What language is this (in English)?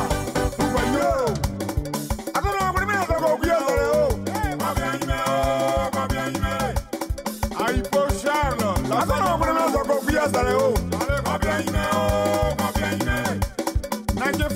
French